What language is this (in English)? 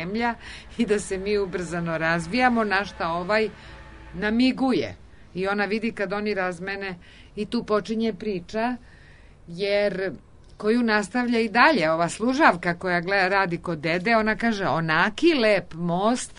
Serbian